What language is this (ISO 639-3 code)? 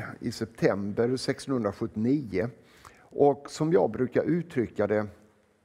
swe